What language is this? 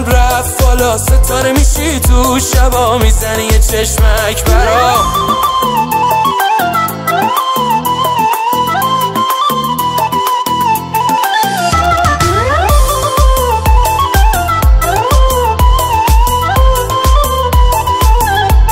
Persian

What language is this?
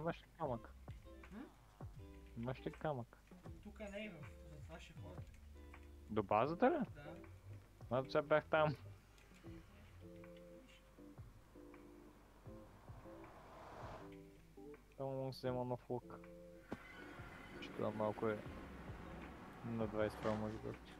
Bulgarian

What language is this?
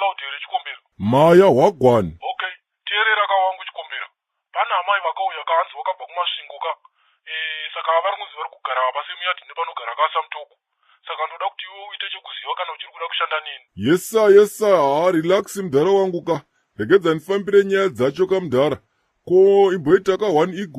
Shona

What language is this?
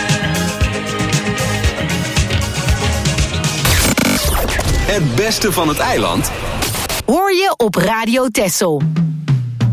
Dutch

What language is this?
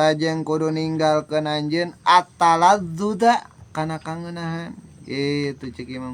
Sundanese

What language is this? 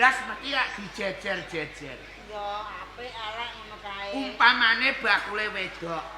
Javanese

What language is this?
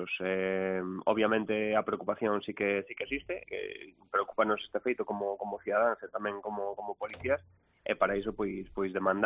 Galician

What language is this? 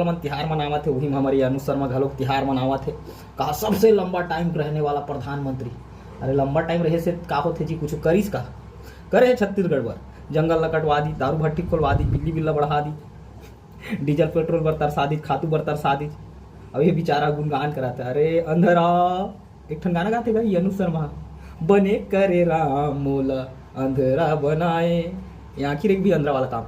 Chhattisgarhi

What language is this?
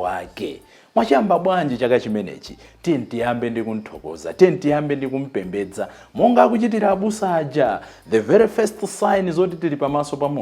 Nyanja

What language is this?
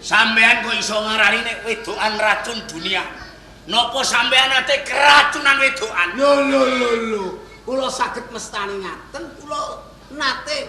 Javanese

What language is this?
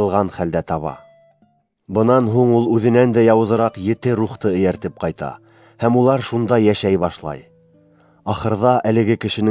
Bashkir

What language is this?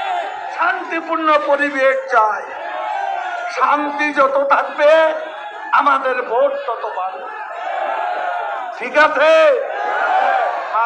Bangla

